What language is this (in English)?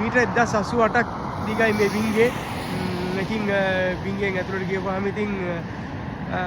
Sinhala